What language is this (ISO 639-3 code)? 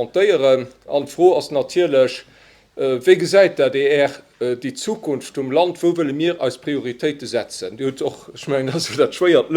ltz